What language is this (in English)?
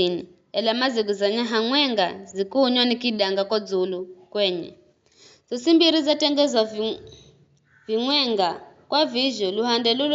Giryama